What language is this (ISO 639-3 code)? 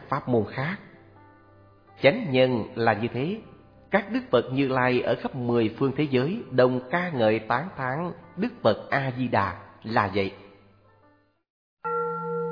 vie